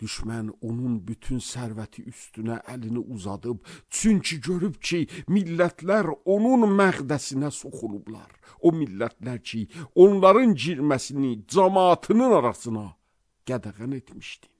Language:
Azerbaijani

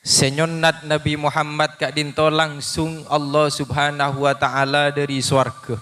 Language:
Madurese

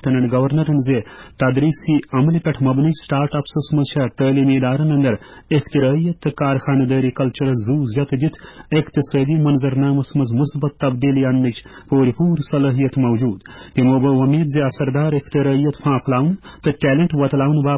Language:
Kashmiri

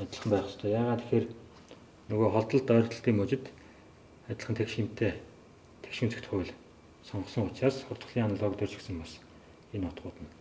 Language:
Mongolian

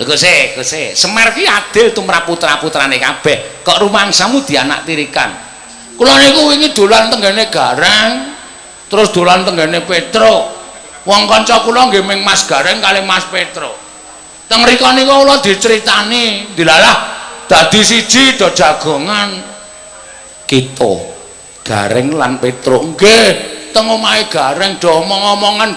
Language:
Javanese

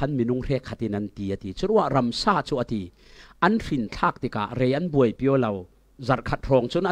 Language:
Falam Chin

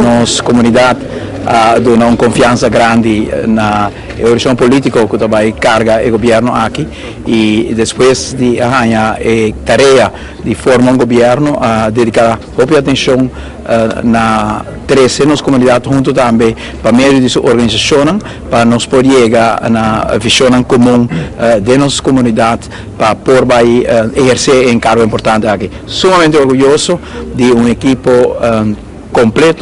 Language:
Papiamento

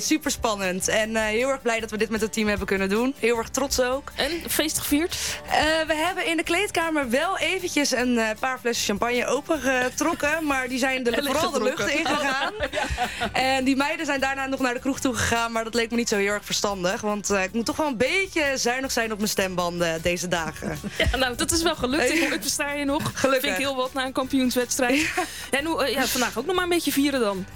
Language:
Dutch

